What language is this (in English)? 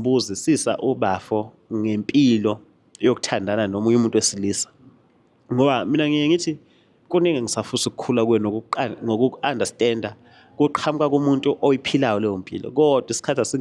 Zulu